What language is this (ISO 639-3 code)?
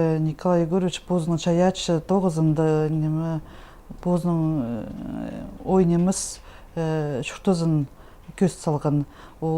kjh